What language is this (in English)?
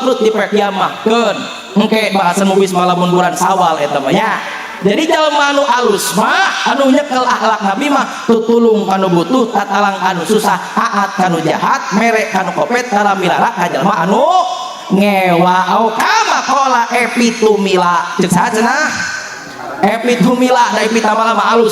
Sundanese